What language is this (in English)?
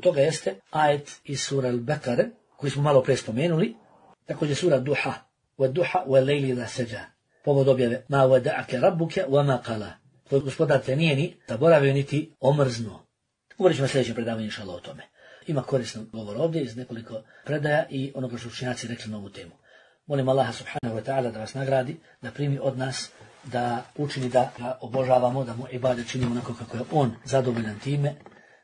Bosnian